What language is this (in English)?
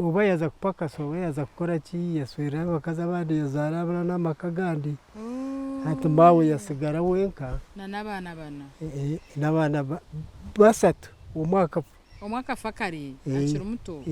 Nyankole